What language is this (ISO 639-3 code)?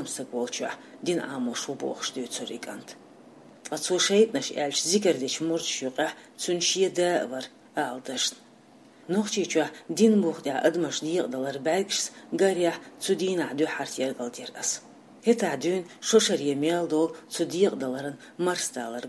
che